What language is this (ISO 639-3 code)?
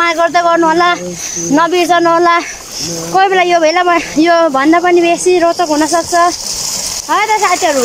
nep